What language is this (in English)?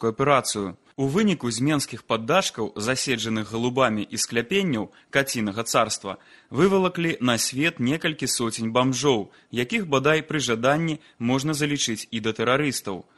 Belarusian